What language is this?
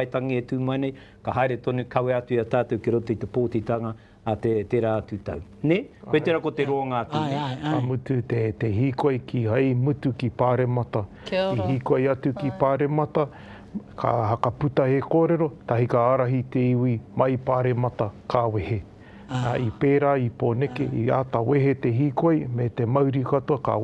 Māori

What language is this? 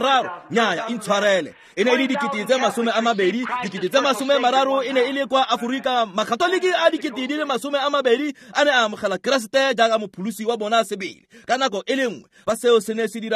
Tswana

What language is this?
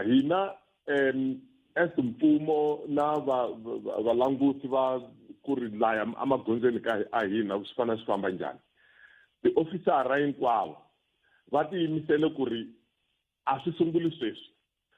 Tsonga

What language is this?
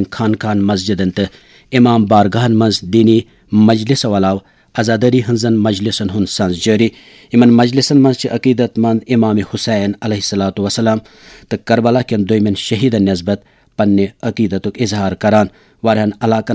Kashmiri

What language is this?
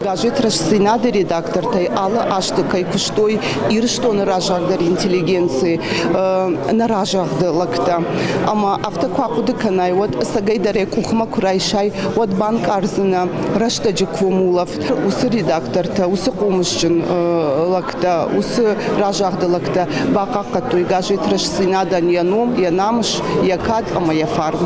Ossetic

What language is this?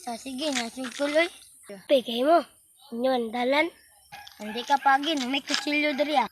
Cebuano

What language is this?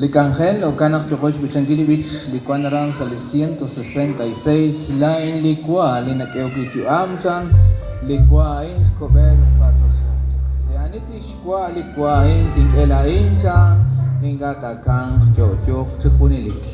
Kekchí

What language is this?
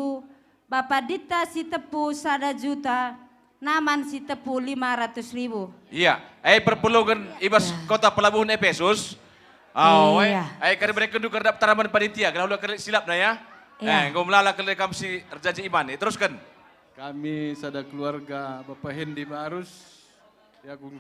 Batak Karo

